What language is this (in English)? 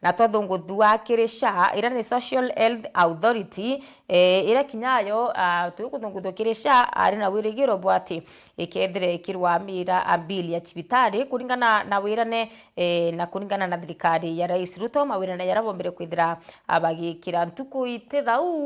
Meru